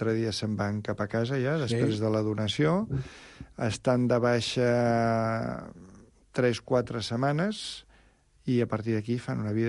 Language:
Catalan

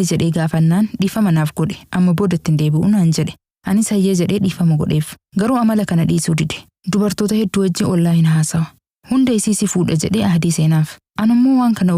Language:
Oromo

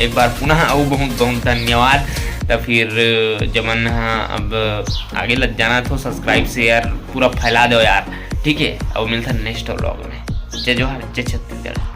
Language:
Chhattisgarhi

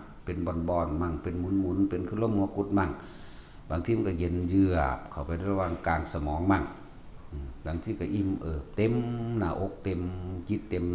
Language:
Northeastern Thai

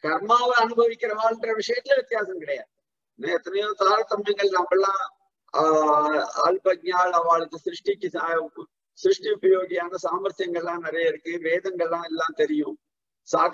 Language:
Tamil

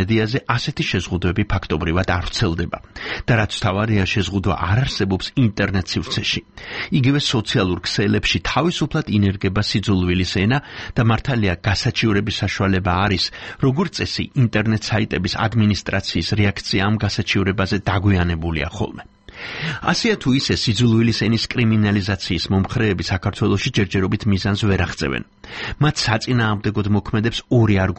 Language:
Georgian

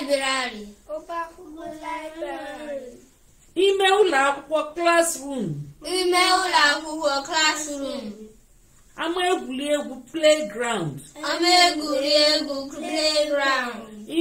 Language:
Igbo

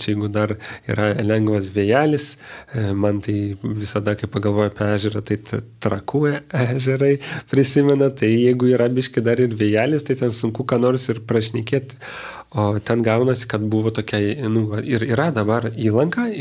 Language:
Lithuanian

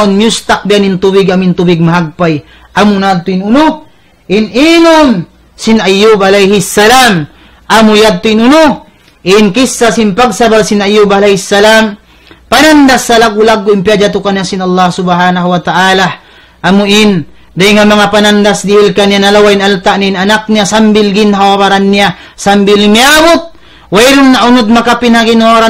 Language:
Tausug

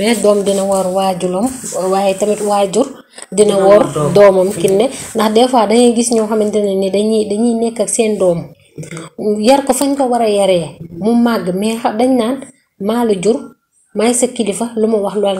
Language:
Wolof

